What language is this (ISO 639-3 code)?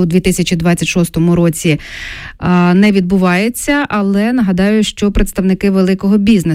ukr